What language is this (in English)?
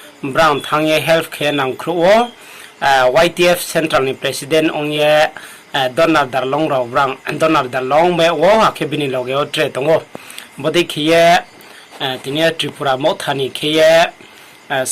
Riang (India)